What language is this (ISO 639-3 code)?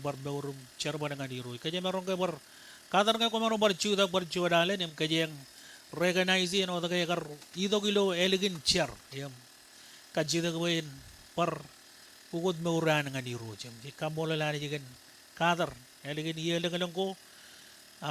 mah